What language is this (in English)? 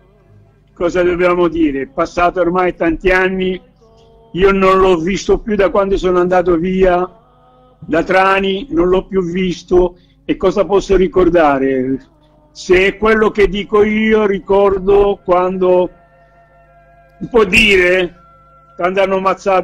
Italian